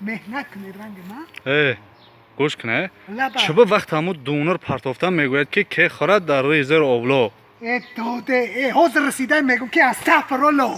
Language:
Tajik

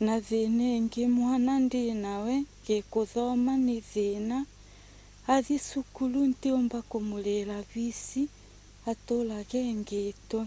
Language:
Meru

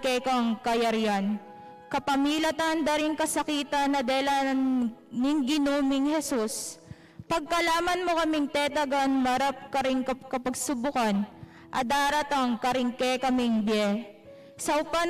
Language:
Pampanga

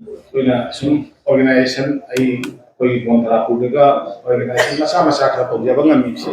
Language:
Manipuri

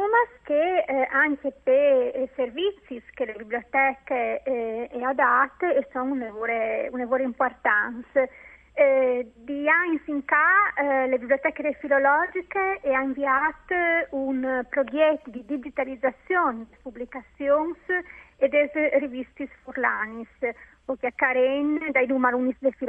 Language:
Friulian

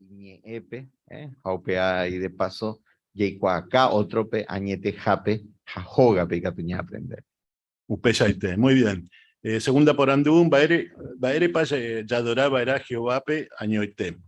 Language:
Guarani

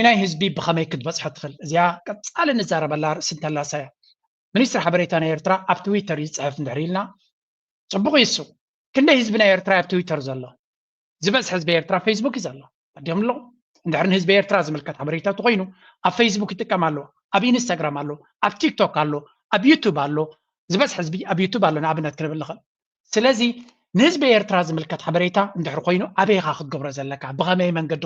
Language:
Tigrinya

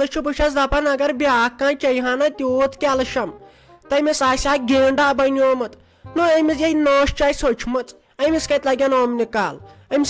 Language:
Kashmiri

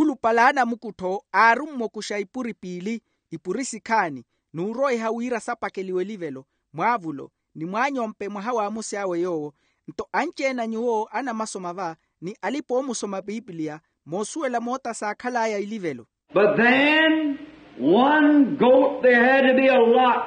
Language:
Makhuwa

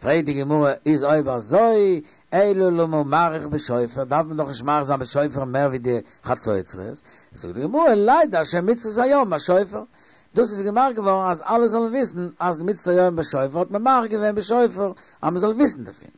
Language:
Yiddish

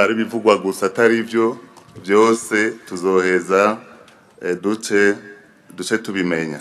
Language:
Rundi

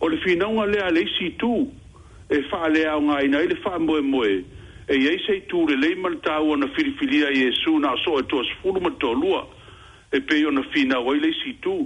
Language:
Samoan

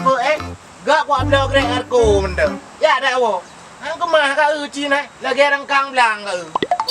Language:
Achinese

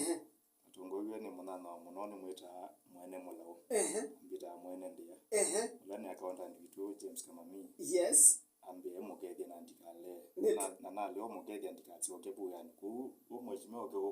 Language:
Kamba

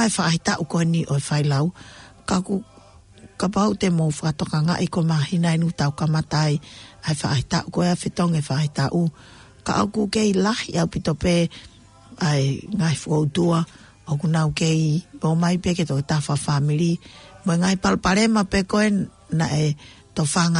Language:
Tongan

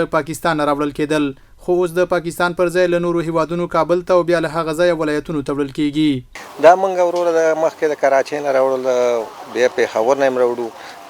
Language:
Pashto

